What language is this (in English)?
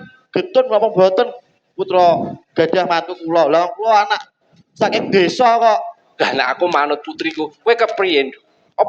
Javanese